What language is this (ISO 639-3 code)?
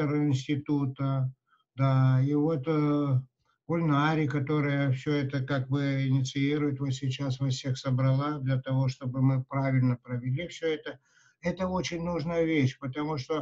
rus